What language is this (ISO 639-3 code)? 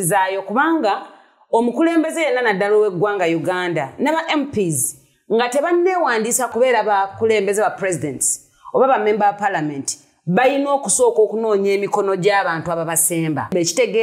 lug